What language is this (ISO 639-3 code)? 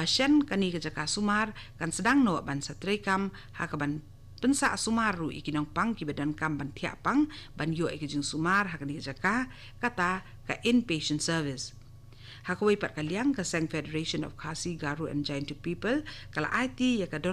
kha